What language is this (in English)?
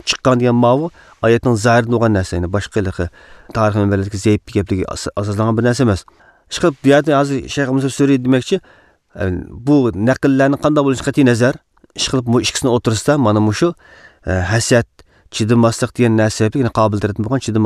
Uyghur